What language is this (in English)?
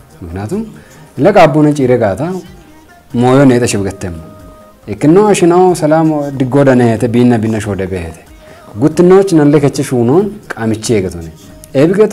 Kafa